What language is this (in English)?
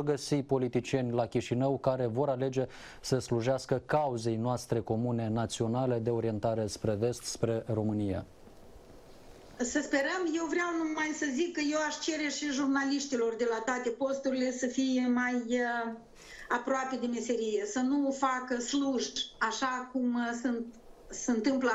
Romanian